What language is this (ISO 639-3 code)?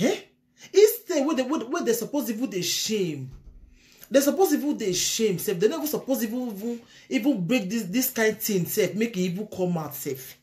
pcm